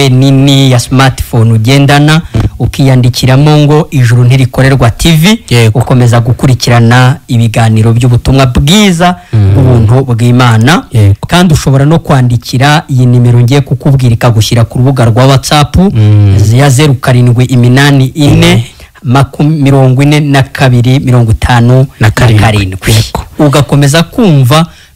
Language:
Kinyarwanda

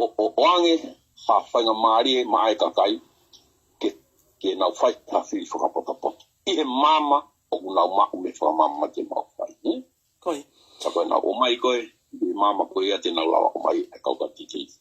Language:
Tongan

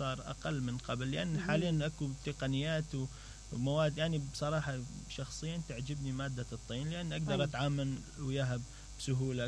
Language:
Mesopotamian Arabic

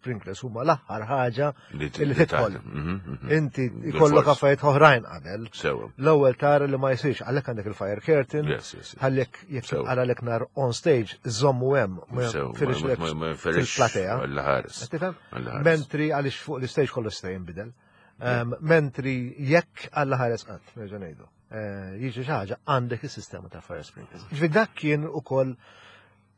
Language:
Maltese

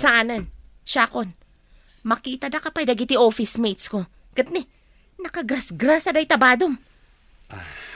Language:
Iloko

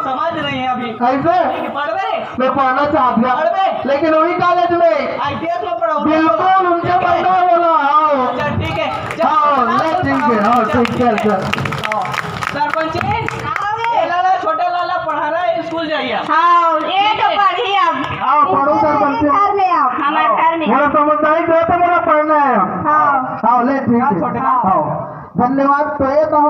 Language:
Chhattisgarhi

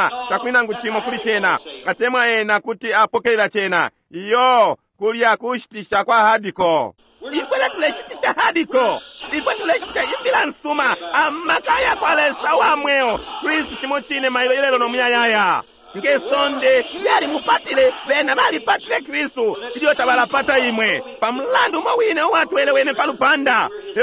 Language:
Bemba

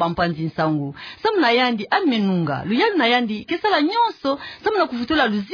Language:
Kituba (Democratic Republic of Congo)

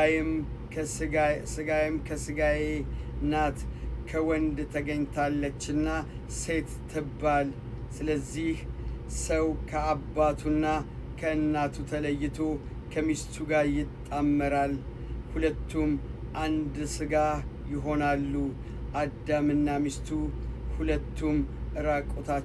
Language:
Amharic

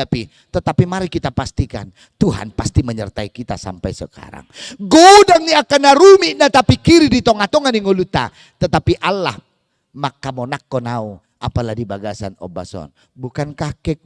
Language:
Batak Toba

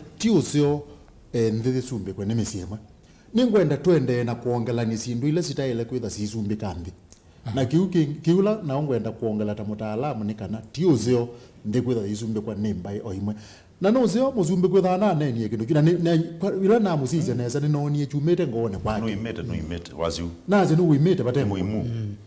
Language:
Kamba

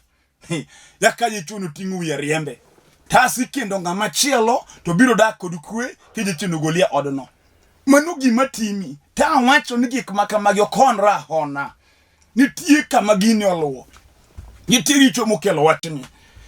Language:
Luo (Kenya and Tanzania)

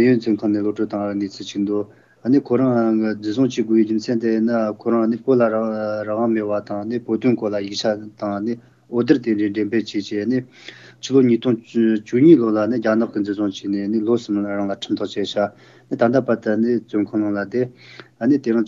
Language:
Malagasy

